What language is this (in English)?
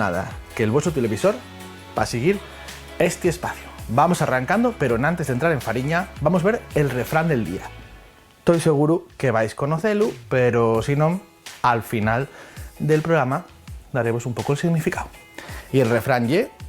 Asturian